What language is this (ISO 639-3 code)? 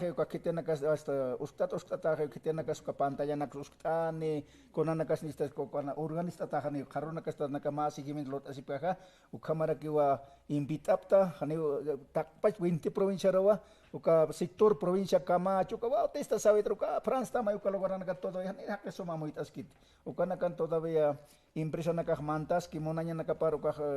aym